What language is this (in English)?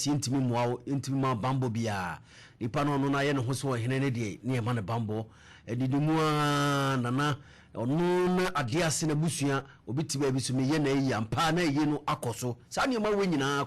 Akan